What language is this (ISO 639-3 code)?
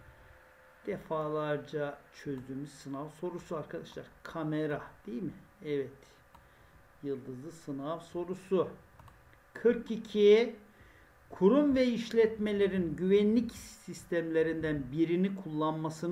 tur